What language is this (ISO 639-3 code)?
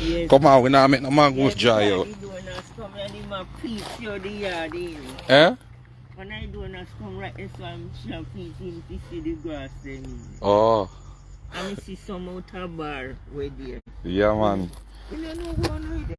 jam